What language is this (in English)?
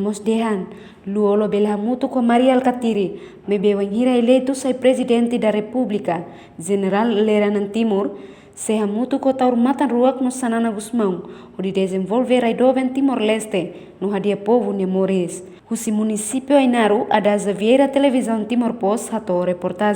Tetum